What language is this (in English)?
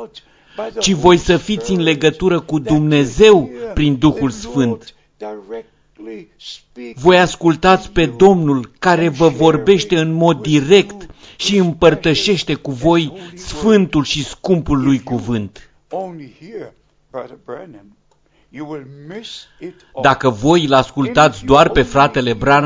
Romanian